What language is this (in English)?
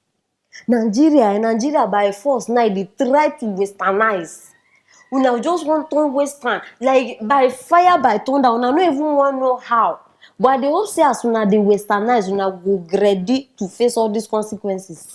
Nigerian Pidgin